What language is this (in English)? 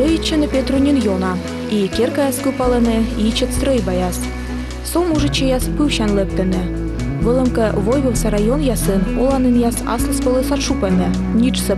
Komi